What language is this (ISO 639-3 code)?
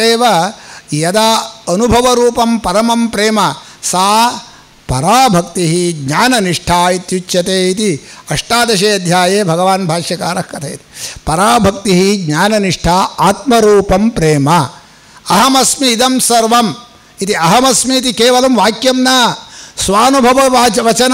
san